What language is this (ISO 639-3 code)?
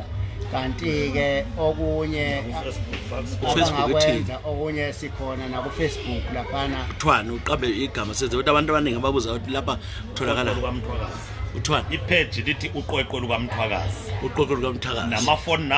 nde